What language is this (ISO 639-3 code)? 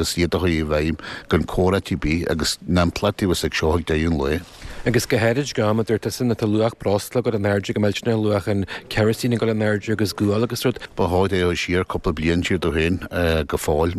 gle